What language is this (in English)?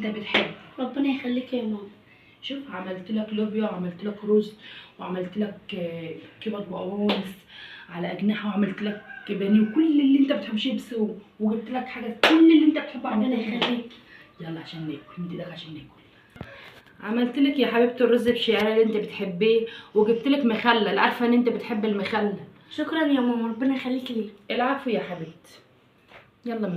Egyptian Arabic